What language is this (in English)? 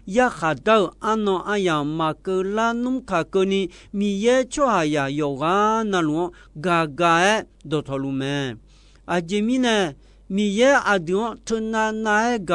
Akha